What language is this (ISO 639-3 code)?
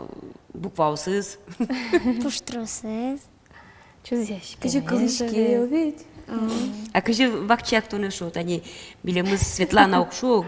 udm